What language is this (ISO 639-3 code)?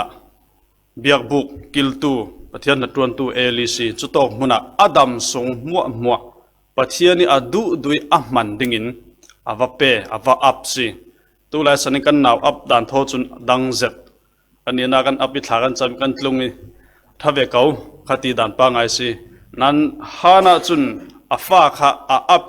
cfm